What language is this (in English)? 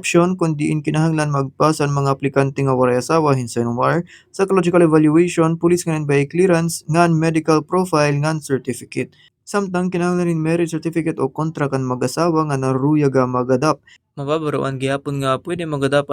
Waray